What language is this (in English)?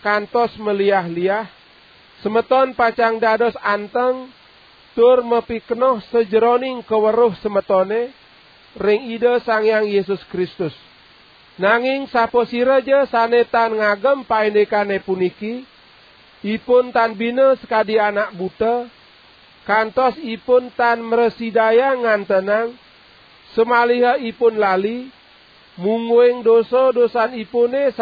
Balinese